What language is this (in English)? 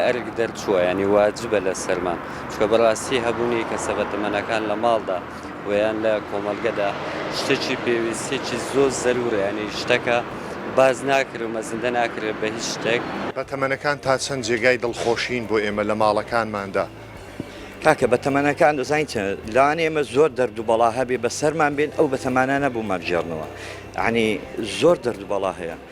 Central Kurdish